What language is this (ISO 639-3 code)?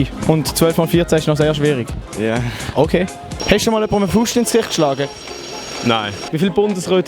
gsw